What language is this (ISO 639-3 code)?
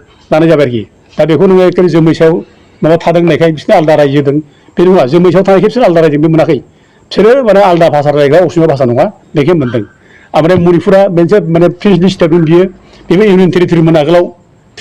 brx